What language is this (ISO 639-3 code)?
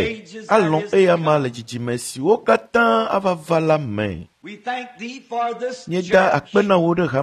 ewe